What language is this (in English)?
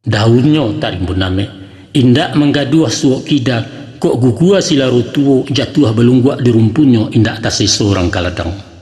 Minangkabau